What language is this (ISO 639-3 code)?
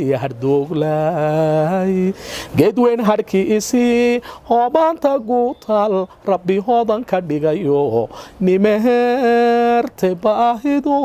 som